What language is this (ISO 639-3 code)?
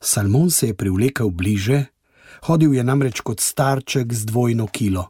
slv